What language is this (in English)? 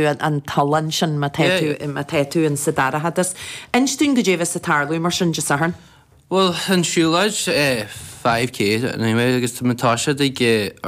Irish